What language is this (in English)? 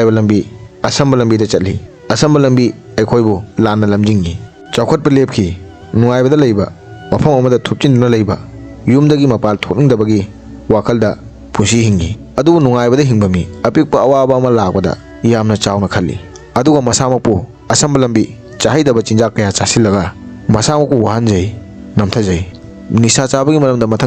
Manipuri